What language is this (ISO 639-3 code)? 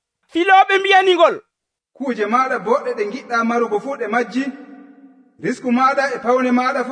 fuv